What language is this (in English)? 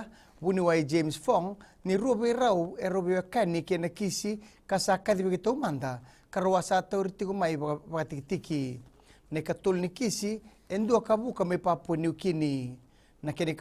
Fijian